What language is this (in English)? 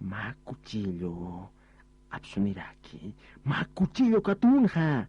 Aymara